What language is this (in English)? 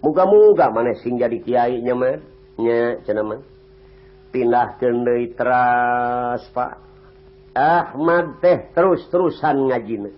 Sundanese